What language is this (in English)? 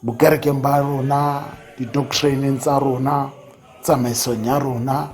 Tswana